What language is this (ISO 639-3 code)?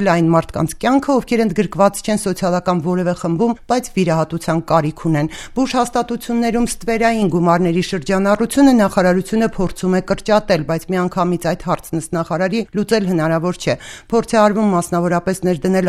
hye